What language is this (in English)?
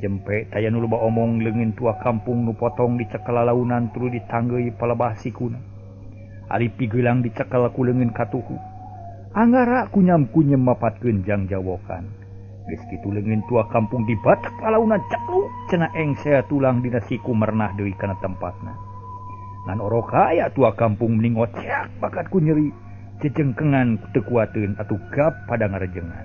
Sundanese